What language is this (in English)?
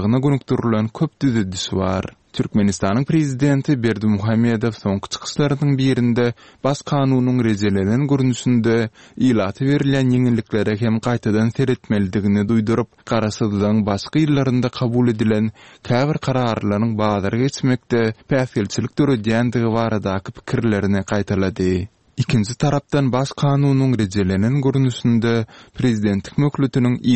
Turkmen